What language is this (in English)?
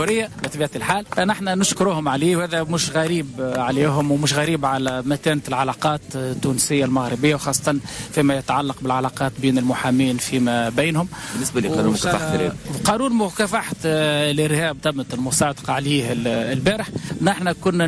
Tunisian Arabic